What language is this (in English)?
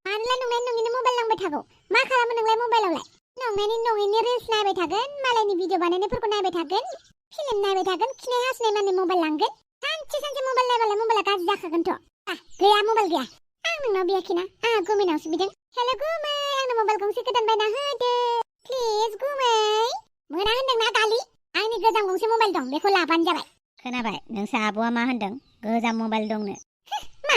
Bodo